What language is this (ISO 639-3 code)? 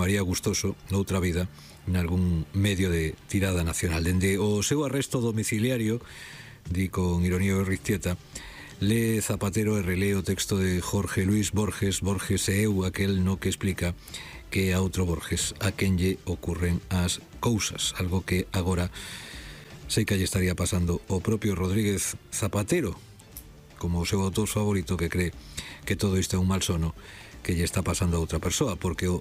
glg